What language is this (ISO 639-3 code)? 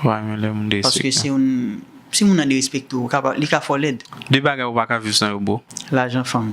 hat